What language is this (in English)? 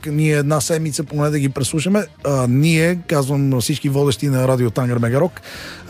Bulgarian